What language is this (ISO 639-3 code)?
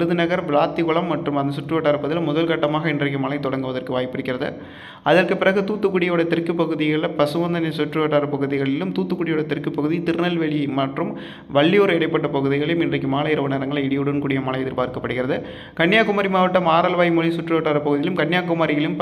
tam